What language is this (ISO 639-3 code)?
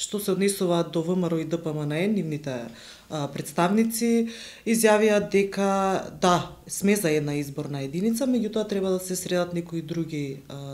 mkd